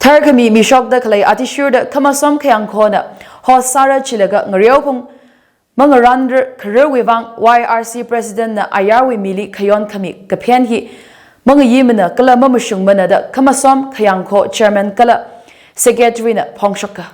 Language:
Tangkhul Naga (India)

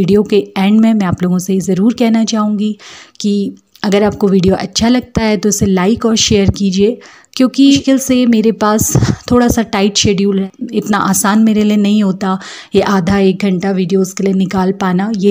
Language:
Hindi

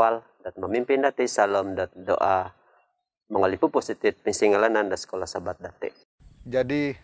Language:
Central Dusun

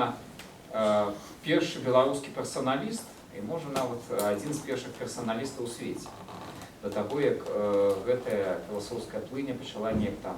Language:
Belarusian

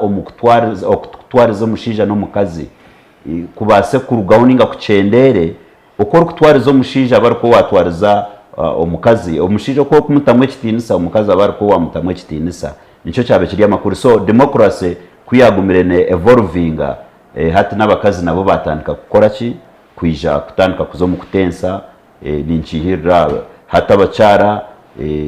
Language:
Nyankole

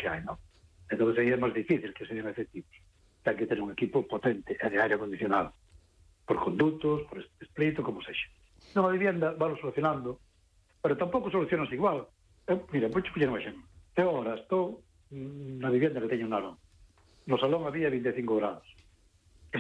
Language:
Galician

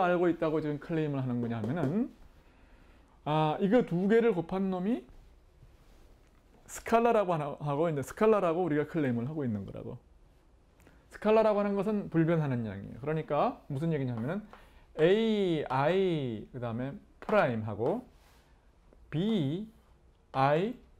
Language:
Korean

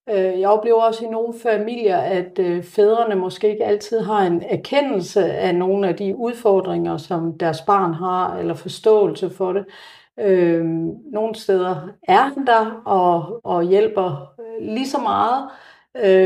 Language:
Danish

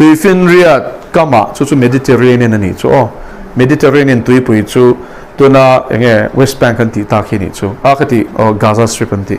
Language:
Mizo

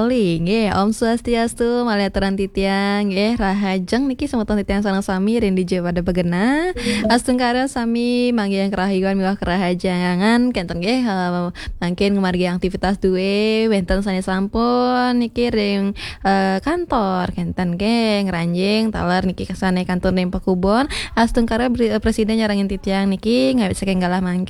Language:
Balinese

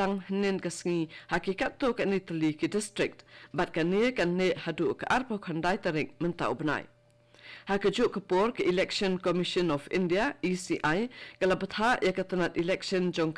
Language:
Khasi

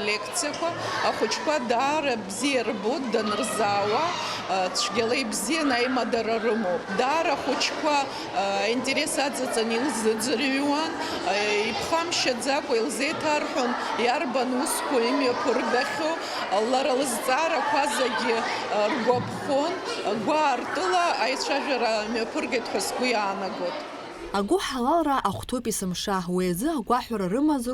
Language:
Abkhazian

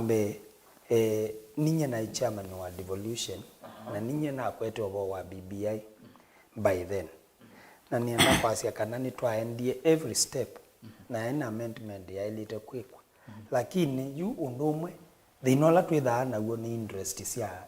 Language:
Kamba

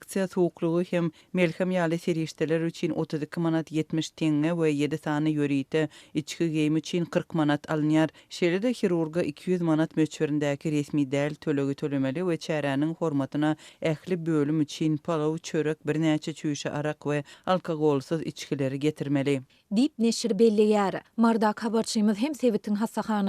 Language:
Turkmen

